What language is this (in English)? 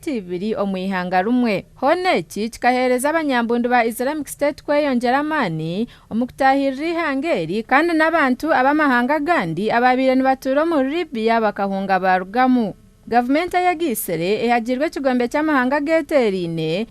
Nyankole